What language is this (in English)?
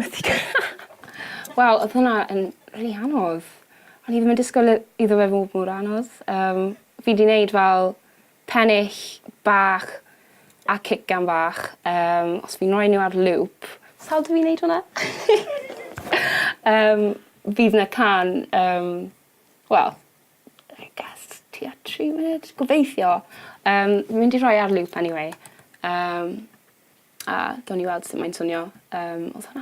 Welsh